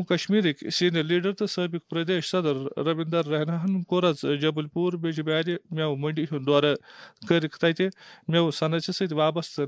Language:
Kashmiri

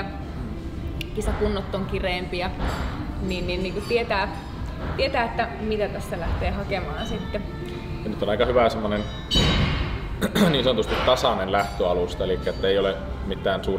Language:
Finnish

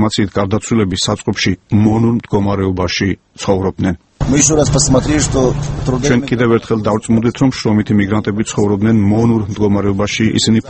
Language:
Georgian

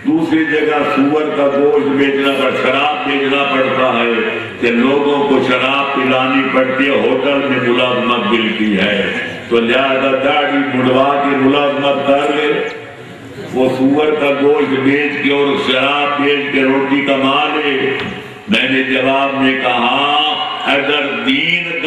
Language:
Urdu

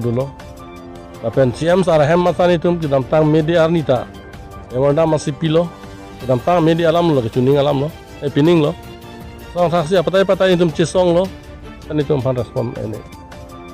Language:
Karbi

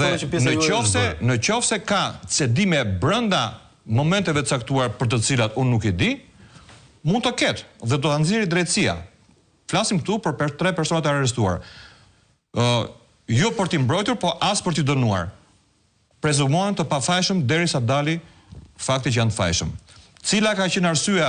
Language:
Albanian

